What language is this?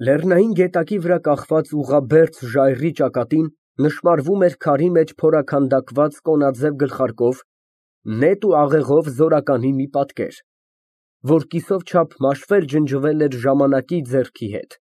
Armenian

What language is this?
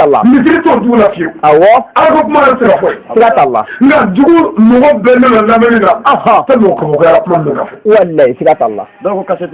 Bambara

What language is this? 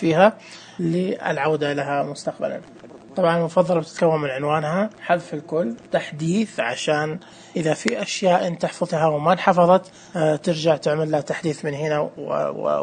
Najdi Arabic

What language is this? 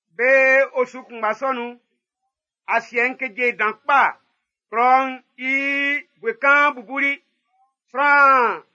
Baoulé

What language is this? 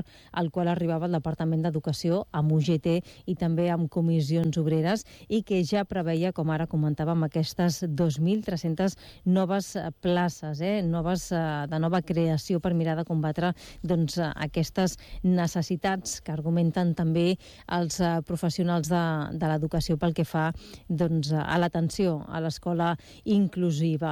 Catalan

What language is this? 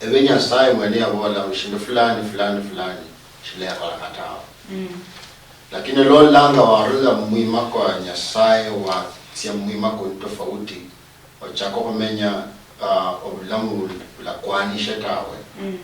Luyia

